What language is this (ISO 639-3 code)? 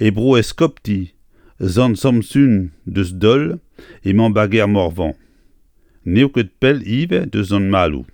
bre